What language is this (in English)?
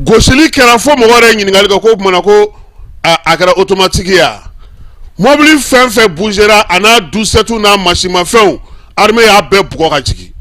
Bambara